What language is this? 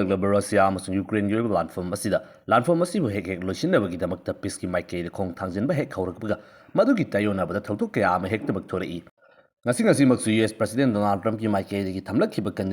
Manipuri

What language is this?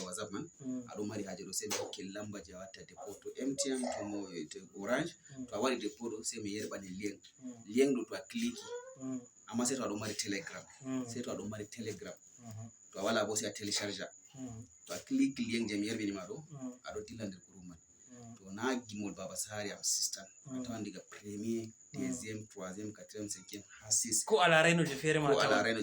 Fula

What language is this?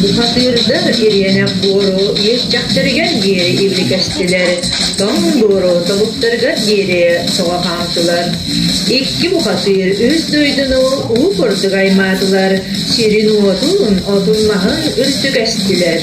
Yakut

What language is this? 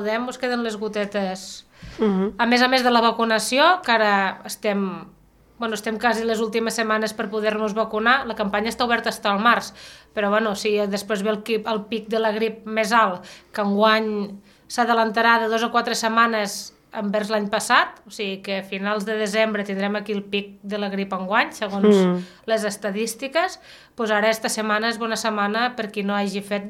Catalan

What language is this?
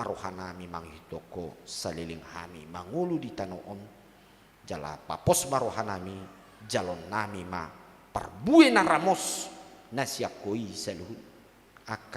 Batak Toba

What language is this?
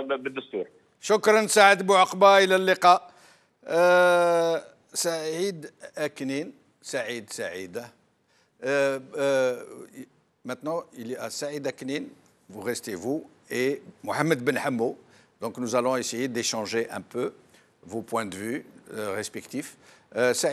French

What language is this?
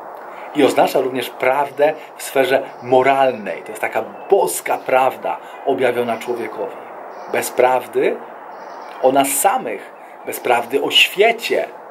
Polish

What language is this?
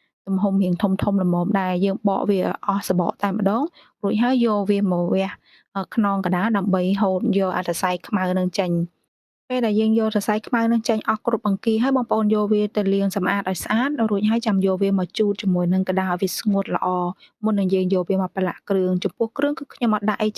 Khmer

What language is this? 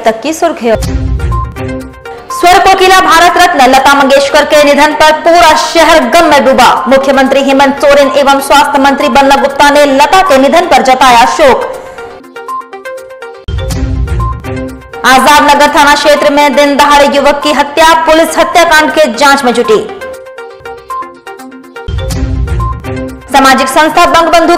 Hindi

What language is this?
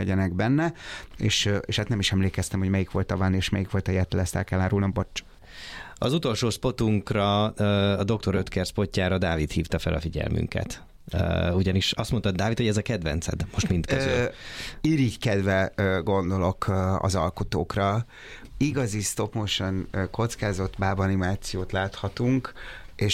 Hungarian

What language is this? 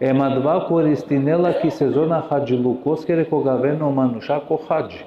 Balkan Romani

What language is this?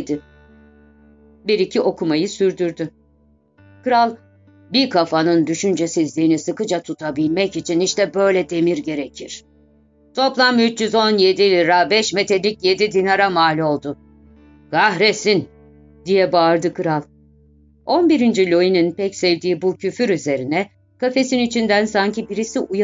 Turkish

